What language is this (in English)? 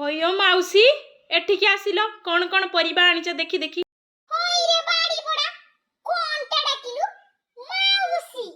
Odia